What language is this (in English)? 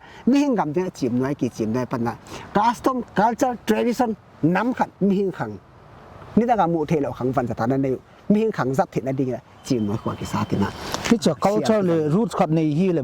Paite Chin